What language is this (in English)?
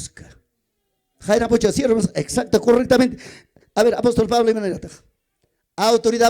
Ayacucho Quechua